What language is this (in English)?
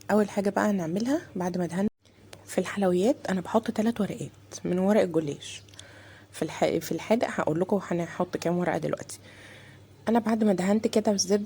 Egyptian Arabic